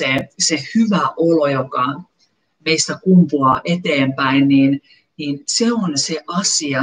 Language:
Finnish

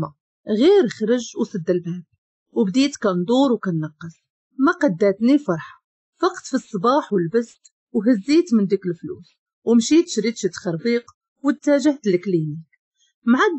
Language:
Moroccan Arabic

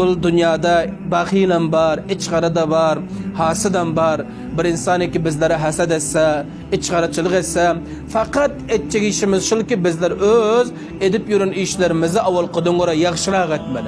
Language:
Turkmen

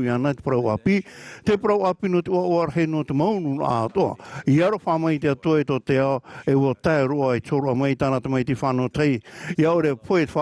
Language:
Tahitian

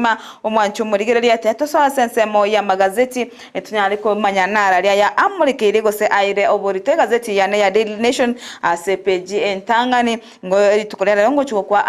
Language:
Gusii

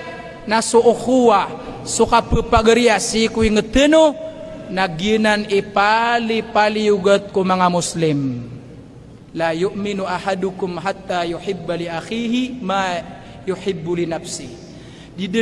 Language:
Maranao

